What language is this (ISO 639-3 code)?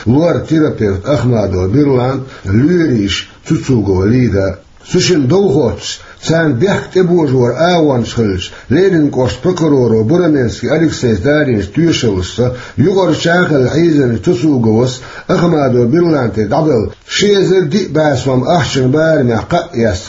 che